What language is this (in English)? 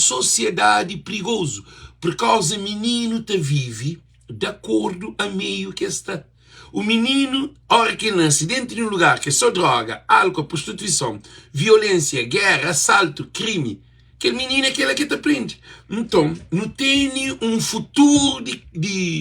Kabuverdianu